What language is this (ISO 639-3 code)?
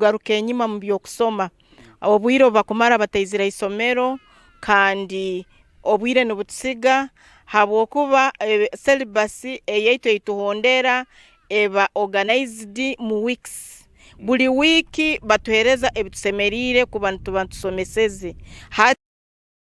nyn